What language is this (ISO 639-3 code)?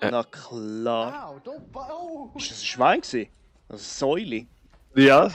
gsw